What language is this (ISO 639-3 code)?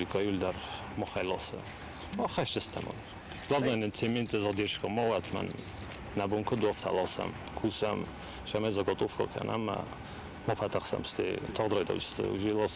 oss